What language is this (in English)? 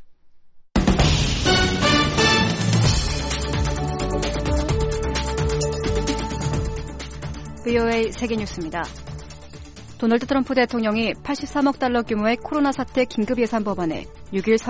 Korean